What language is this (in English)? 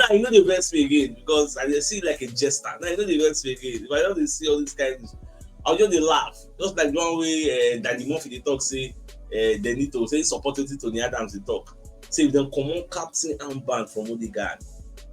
Nigerian Pidgin